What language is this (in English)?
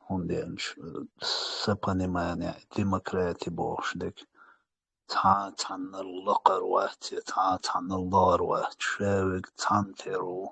Chechen